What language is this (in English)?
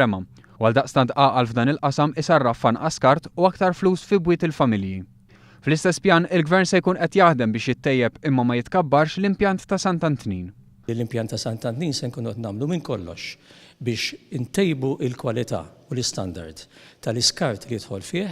Maltese